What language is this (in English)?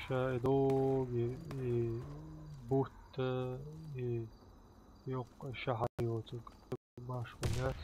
Chechen